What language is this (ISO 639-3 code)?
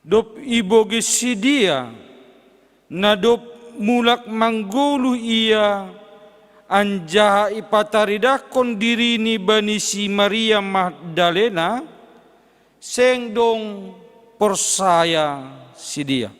bts